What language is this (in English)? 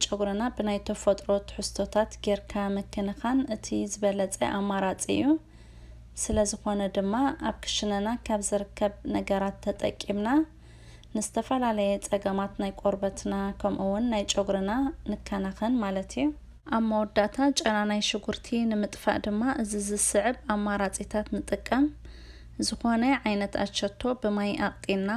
Tigrinya